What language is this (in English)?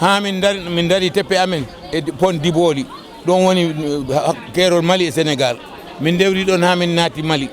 Fula